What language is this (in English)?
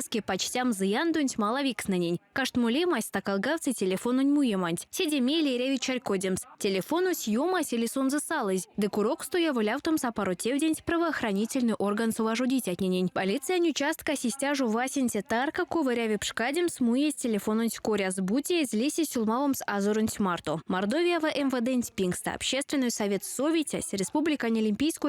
Erzya